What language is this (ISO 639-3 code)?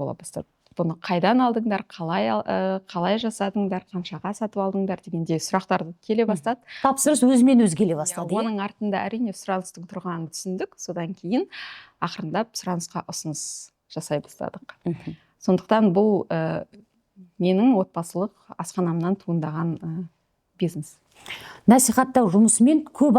kaz